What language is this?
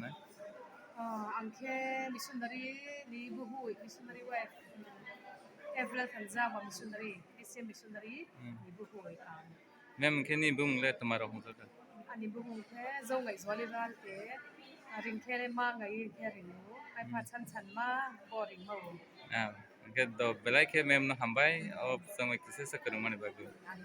Kok Borok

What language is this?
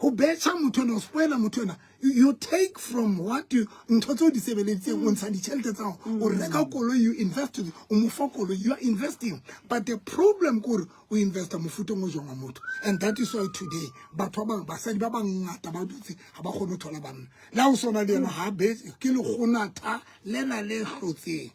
Southern Sotho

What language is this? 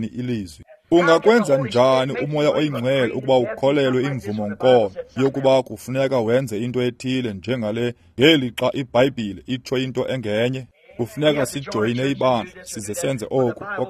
Xhosa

